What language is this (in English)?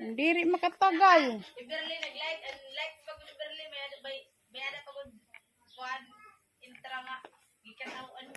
Waray